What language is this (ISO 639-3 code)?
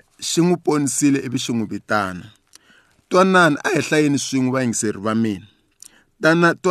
tso